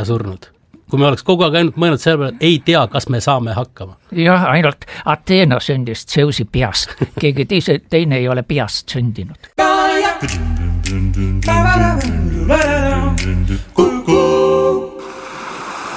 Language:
Estonian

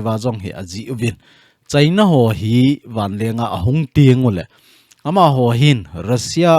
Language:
Thado Chin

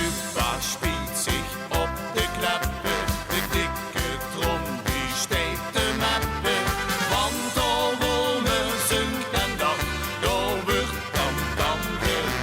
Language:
Limburgish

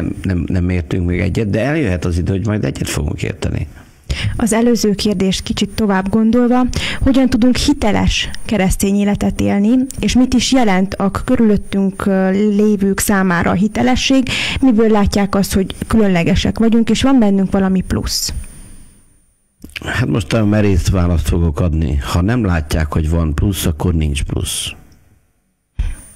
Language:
Hungarian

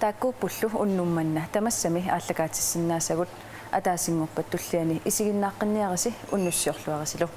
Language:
Kalaallisut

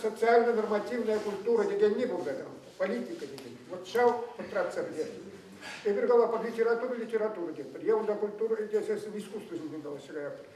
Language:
Chuvash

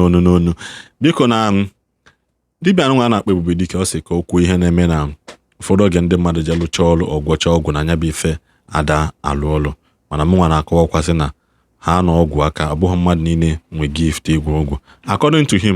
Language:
Igbo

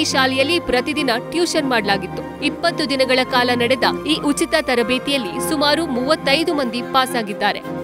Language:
Kannada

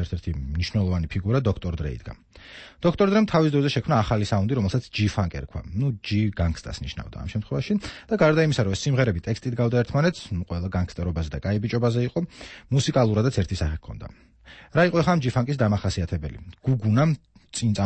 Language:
Georgian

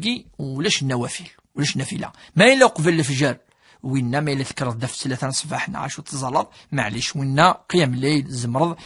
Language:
Kabyle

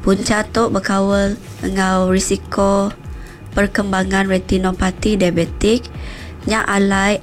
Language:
Iban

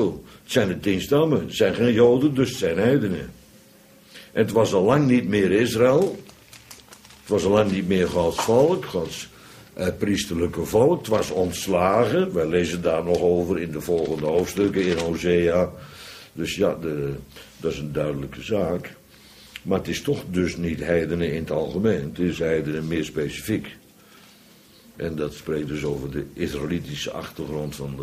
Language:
Dutch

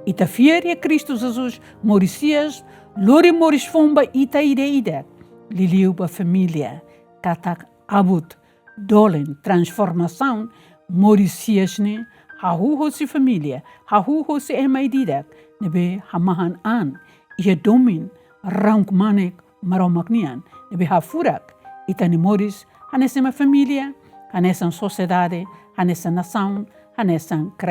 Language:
Tetum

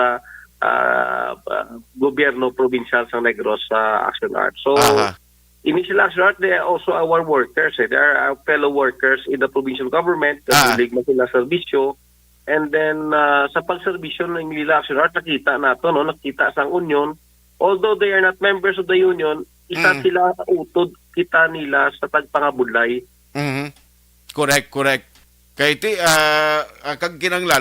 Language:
Hiligaynon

